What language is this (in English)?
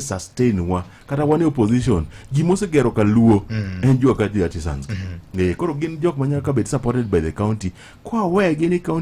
Luo (Kenya and Tanzania)